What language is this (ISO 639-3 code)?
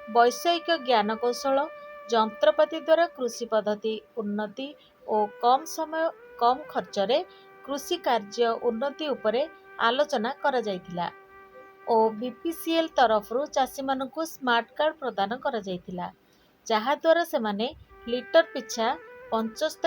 ori